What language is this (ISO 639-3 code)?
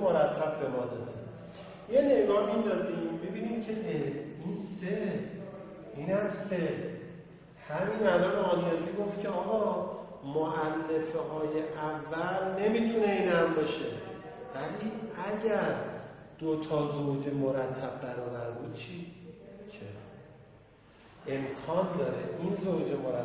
fas